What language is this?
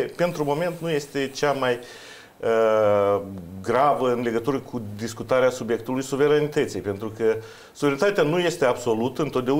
Romanian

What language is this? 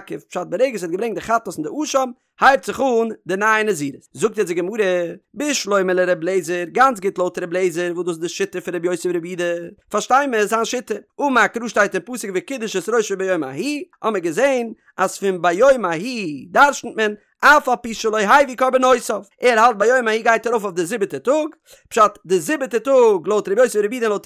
Yiddish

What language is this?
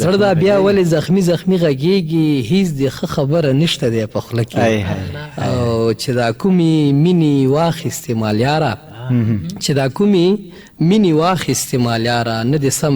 Pashto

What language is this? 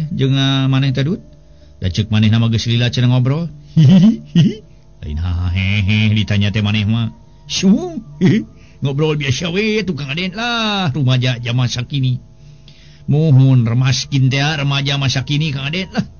Sundanese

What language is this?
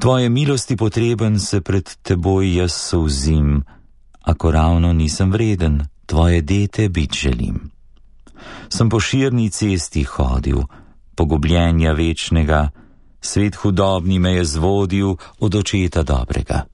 Slovenian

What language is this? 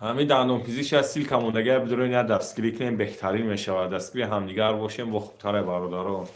Tajik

